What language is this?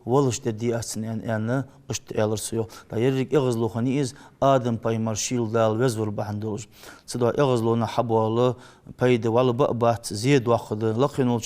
Ingush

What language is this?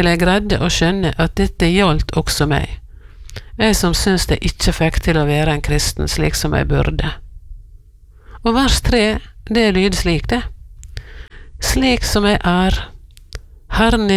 Norwegian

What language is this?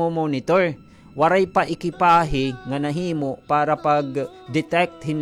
Waray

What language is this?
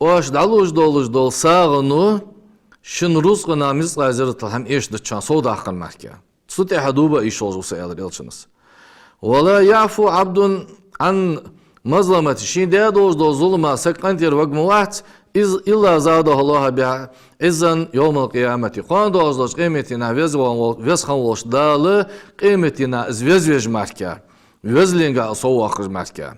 Ingush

